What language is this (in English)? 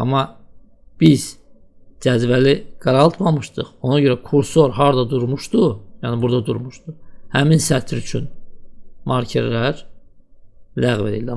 Azerbaijani